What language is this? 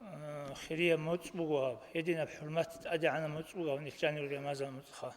Avaric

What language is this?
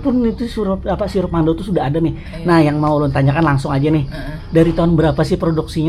Banjar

